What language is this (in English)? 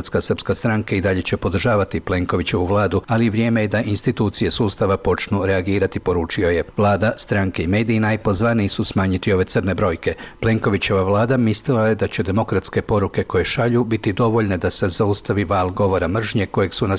Croatian